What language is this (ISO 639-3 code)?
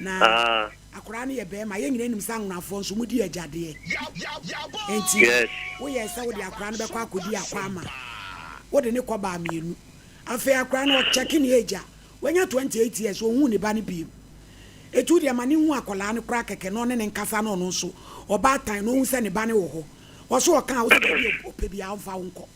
aka